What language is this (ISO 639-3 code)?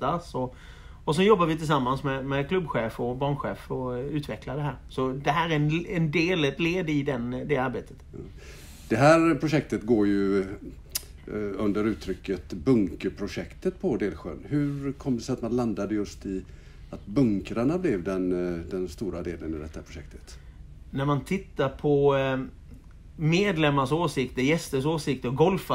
swe